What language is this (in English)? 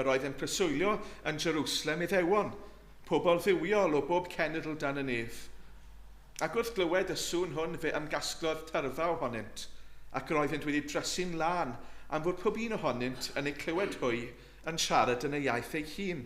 Welsh